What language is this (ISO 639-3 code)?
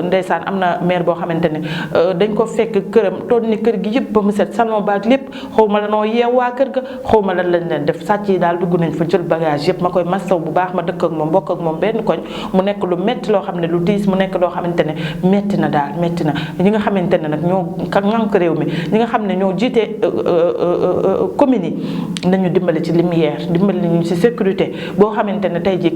wol